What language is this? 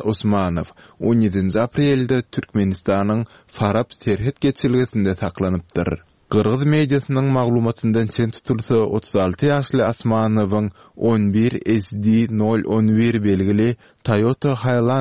Turkmen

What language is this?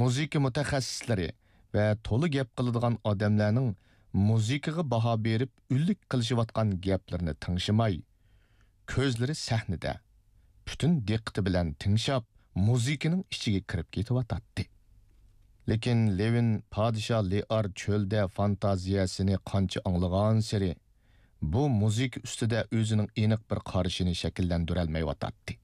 Uyghur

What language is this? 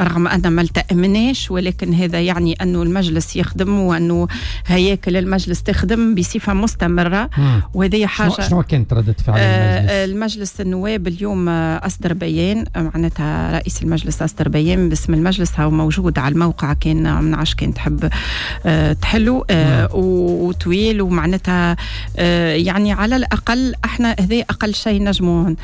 Tunisian Arabic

